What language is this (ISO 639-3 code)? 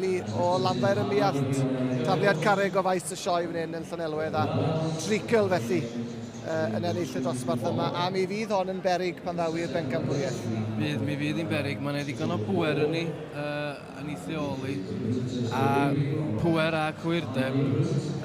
cym